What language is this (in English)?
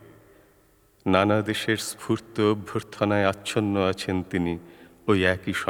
Bangla